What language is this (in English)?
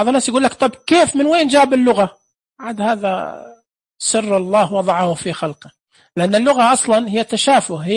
Najdi Arabic